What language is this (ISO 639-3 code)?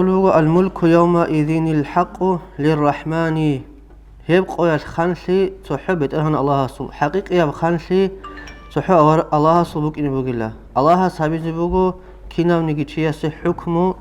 ava